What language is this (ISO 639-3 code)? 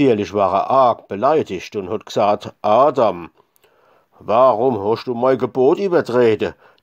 pfl